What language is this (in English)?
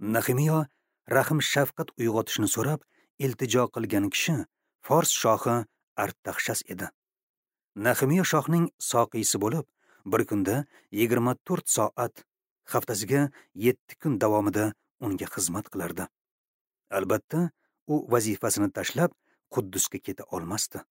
Uzbek